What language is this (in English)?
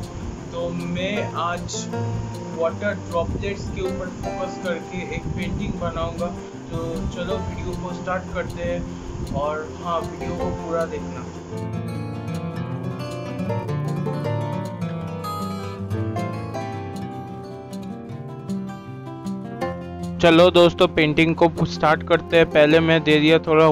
Hindi